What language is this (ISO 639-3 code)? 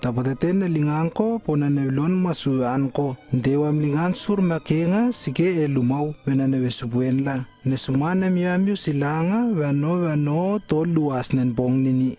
lww